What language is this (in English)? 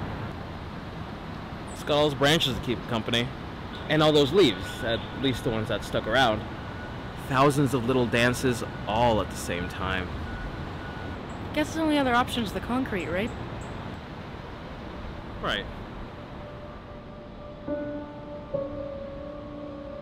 English